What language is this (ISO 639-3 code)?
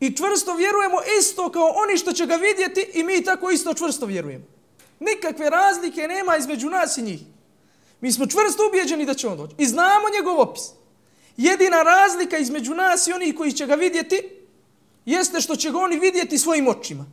bos